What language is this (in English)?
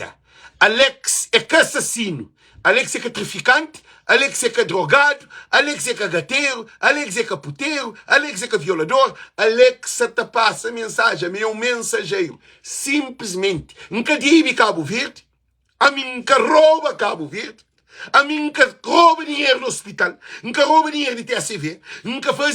Kabuverdianu